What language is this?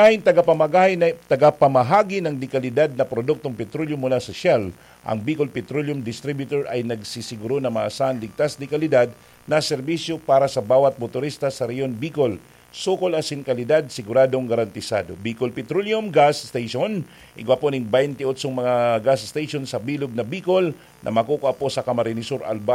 Bikol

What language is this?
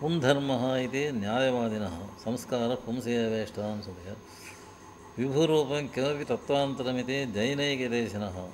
Sanskrit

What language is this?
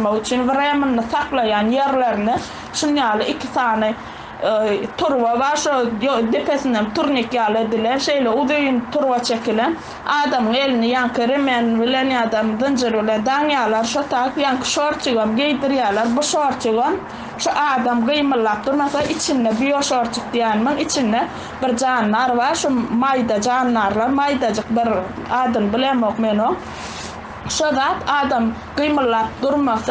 Turkmen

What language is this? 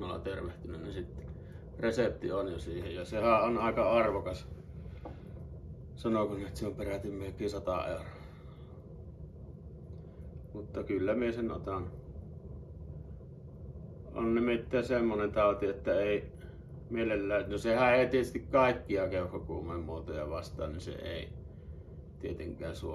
Finnish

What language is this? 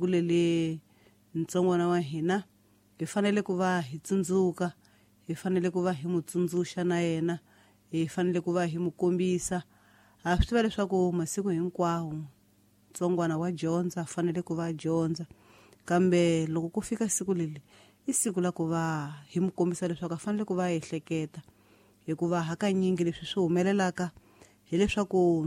Tsonga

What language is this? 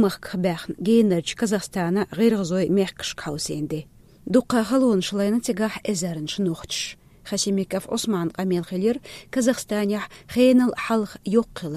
Chechen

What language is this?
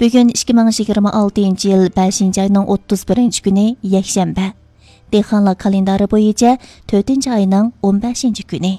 Uyghur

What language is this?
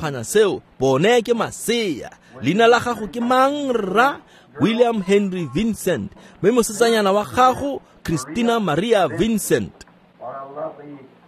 Tswana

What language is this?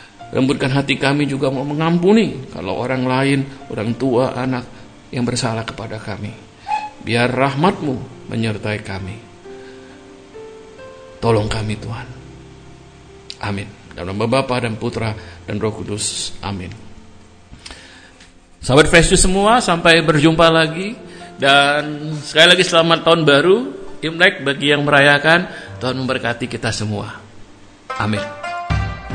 Indonesian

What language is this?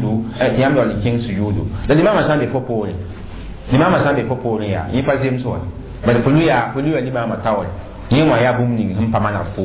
Mossi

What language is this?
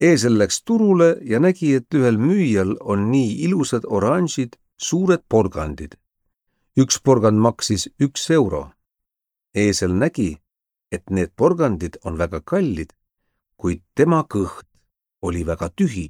Estonian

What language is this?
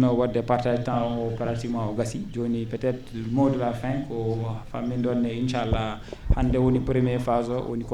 Fula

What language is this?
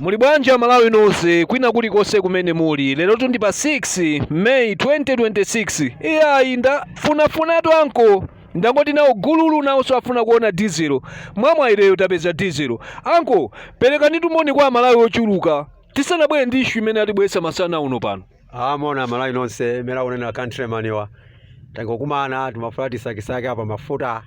Nyanja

